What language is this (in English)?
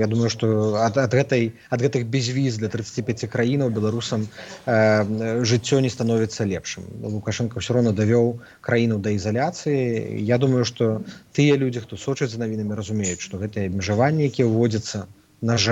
Belarusian